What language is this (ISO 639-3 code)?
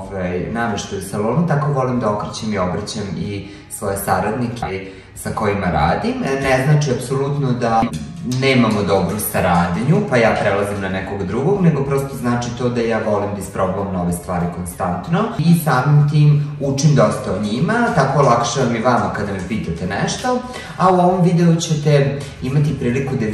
srp